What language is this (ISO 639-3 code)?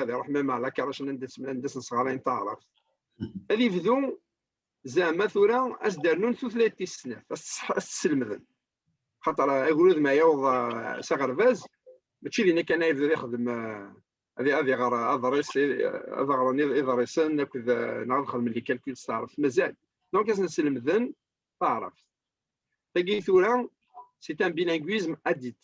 kab